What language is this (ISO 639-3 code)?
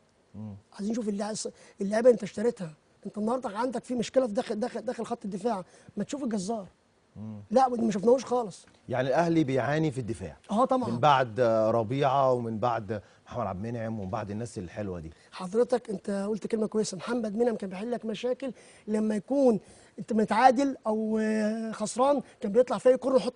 arz